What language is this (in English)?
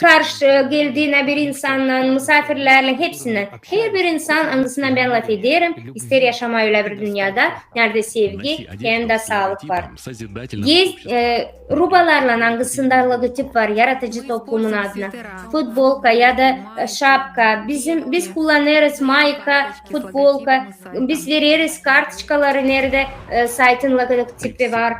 Gagauz